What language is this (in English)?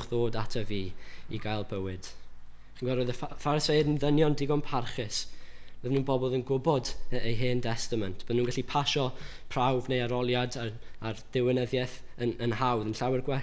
Welsh